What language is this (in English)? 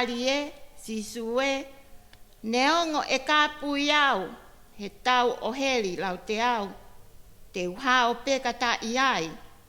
Tongan